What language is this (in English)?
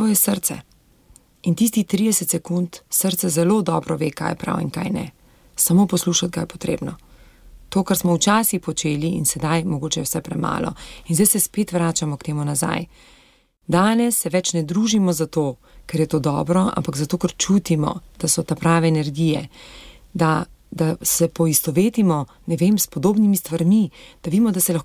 Slovenian